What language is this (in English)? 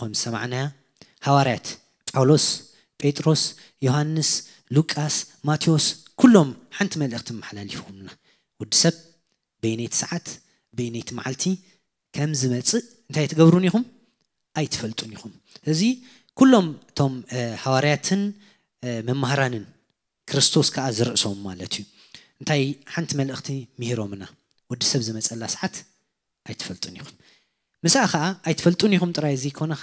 Tigrinya